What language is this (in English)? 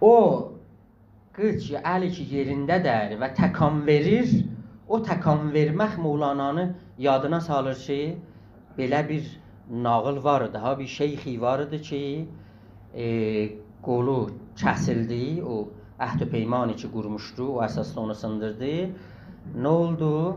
South Azerbaijani